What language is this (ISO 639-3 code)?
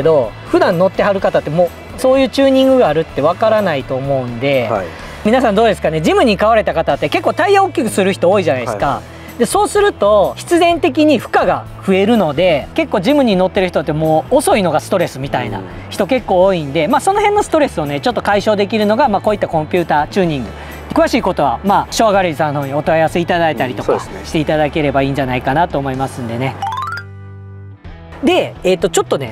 jpn